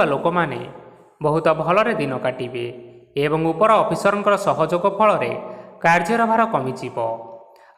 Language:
Odia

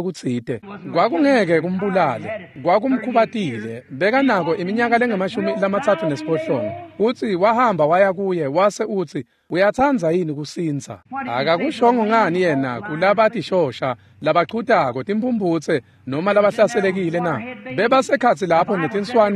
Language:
Swati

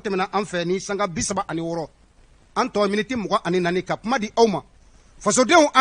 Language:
Bambara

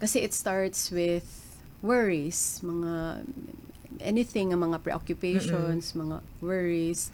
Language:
Waray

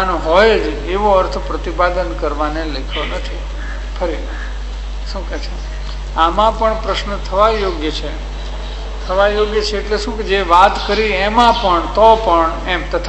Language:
Gujarati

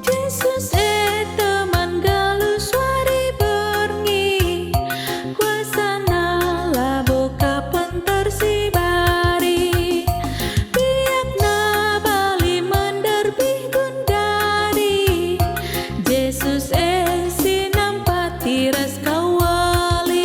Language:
Batak Karo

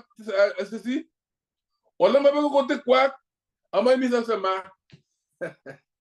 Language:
Kalenjin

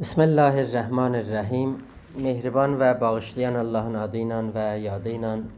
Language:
South Azerbaijani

